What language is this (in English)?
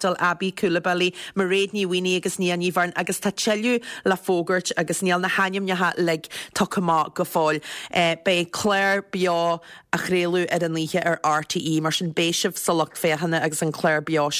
Irish